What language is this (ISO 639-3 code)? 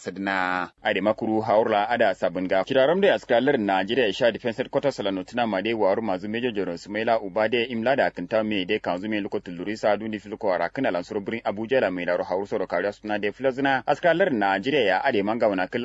kau